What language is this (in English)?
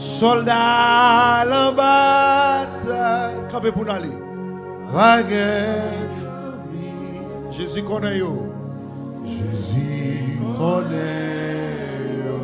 Haitian Creole